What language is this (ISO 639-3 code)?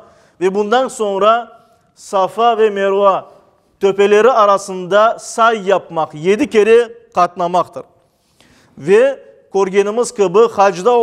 crh